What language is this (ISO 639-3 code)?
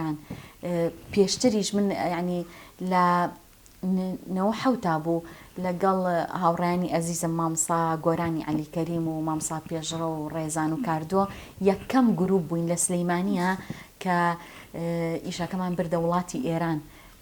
ckb